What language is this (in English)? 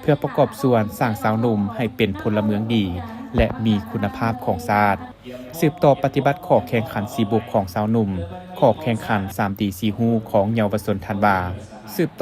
Lao